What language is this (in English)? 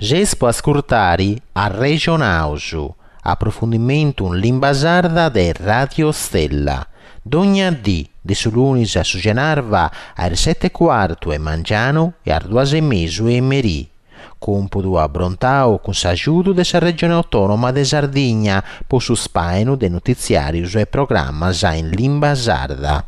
Sardinian